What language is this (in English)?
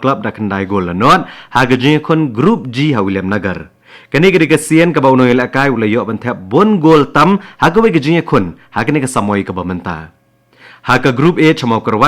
Khasi